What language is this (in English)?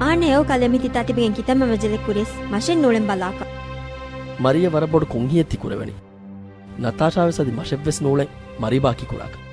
Divehi